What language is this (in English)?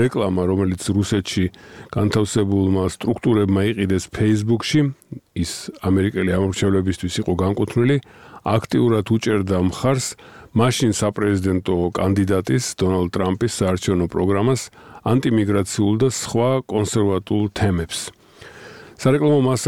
Georgian